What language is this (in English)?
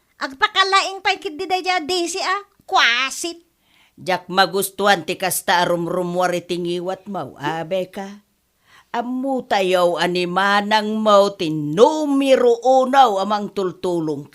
Iloko